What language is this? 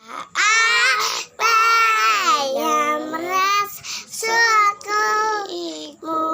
Betawi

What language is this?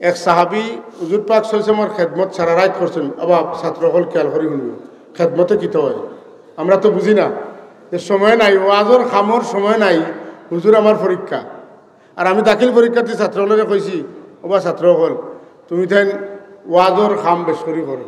Sylheti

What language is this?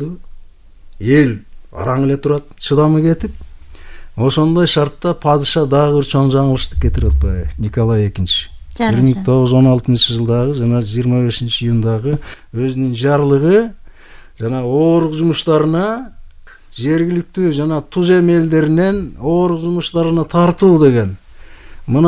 Kyrgyz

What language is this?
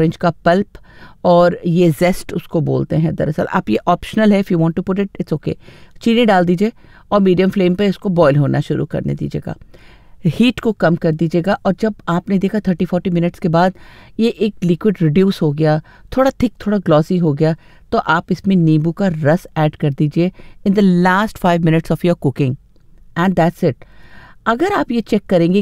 Hindi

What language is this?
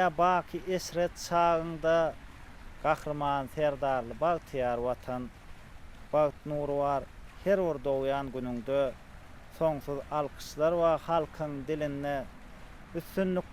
Turkmen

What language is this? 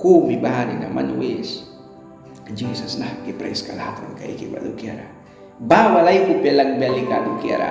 Mískito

